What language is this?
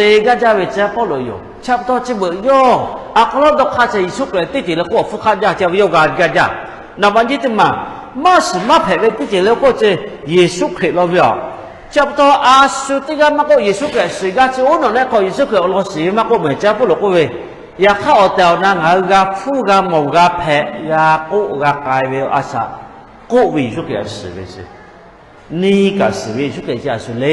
Lahu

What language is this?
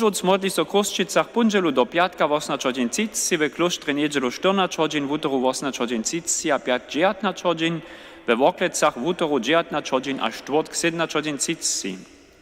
Upper Sorbian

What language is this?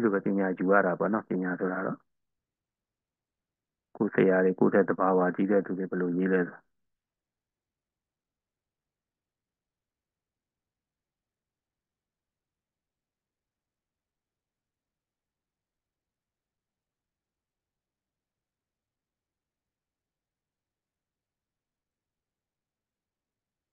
Burmese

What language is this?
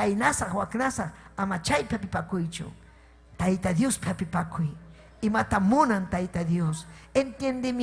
Ayacucho Quechua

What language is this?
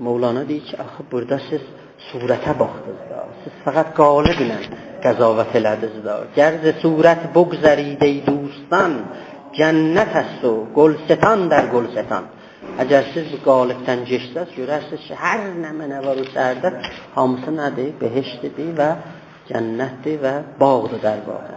South Azerbaijani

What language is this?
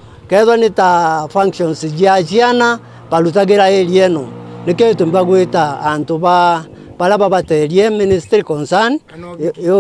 Meru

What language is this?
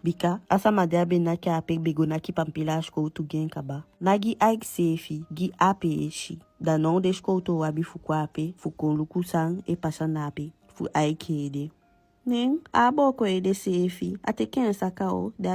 Eastern Maroon Creole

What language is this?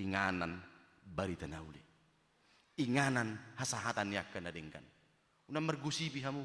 Batak Toba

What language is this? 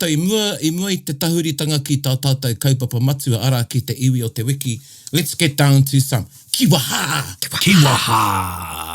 Māori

